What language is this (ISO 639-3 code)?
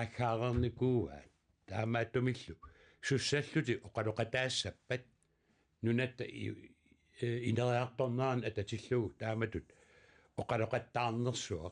kal